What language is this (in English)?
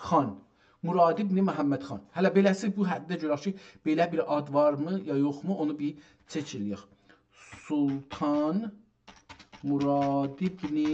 South Azerbaijani